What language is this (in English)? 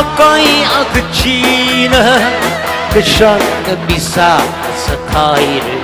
Tangkhul Naga (India)